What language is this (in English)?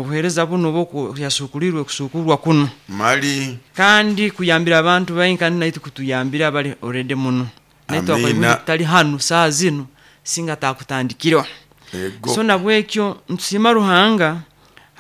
Nyoro